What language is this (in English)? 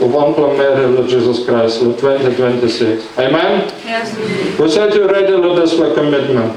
Tok Pisin